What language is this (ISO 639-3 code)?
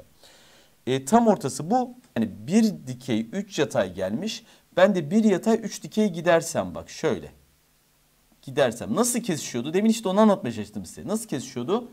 tur